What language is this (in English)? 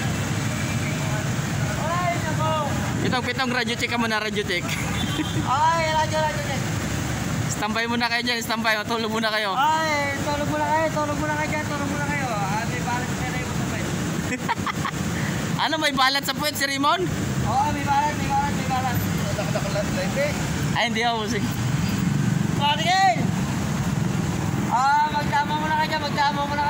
Filipino